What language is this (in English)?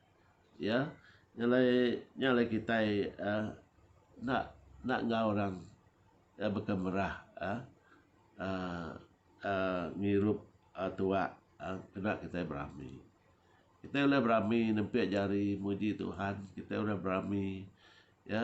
Iban